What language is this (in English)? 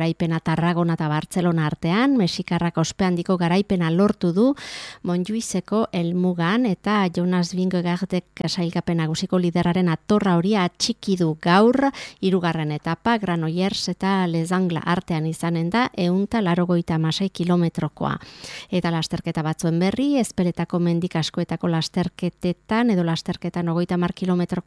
Basque